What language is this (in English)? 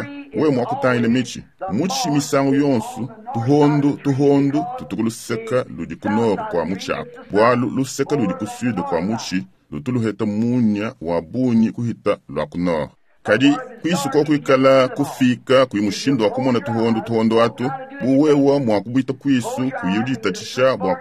Luba-Lulua